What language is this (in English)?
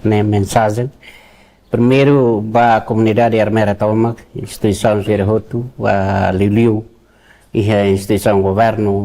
Tetum